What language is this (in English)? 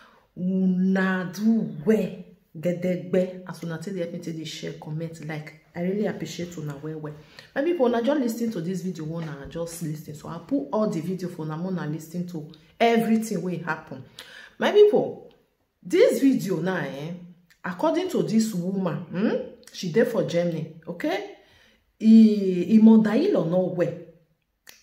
Nigerian Pidgin